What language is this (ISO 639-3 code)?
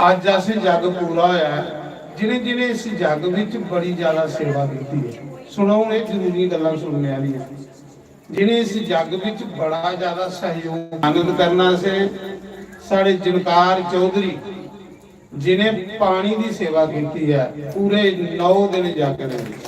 doi